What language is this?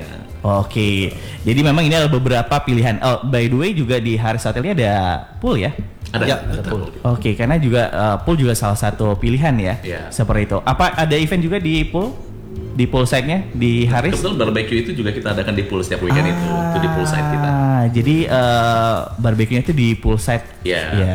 Indonesian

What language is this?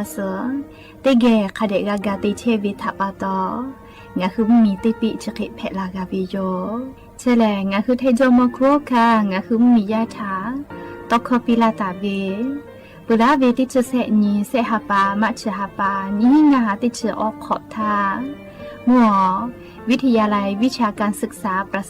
Lahu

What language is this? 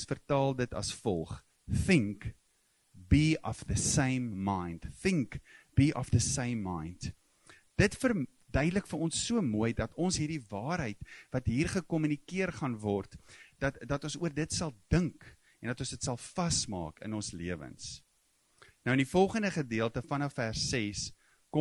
Afrikaans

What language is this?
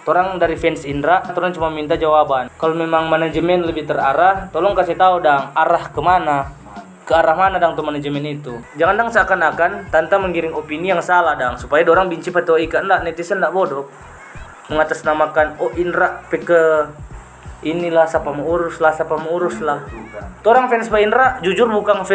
Manado Malay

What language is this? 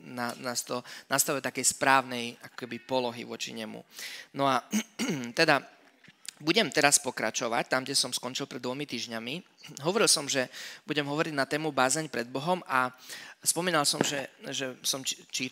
Slovak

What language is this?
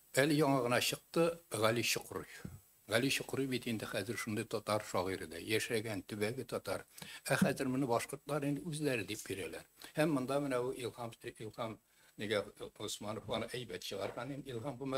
Tatar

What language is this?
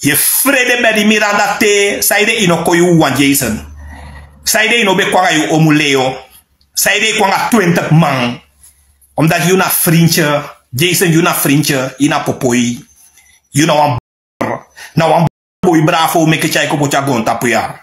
Sranan Tongo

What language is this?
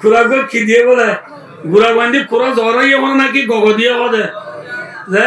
Rohingya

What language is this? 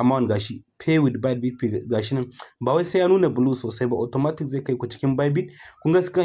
Hausa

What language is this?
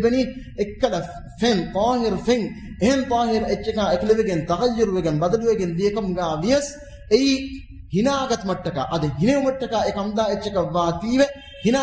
Divehi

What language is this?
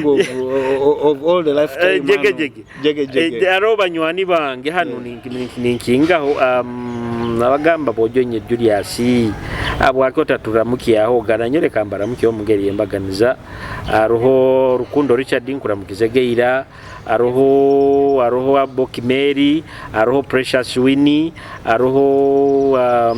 Nyoro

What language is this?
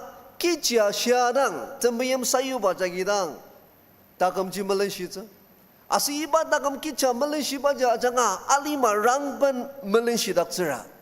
Ao Naga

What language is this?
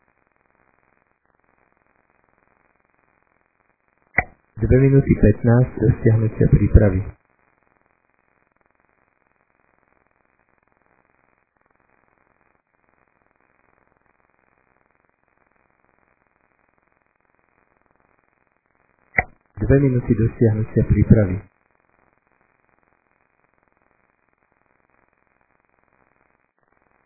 Slovak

